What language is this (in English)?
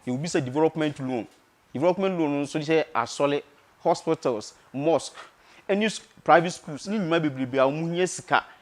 Akan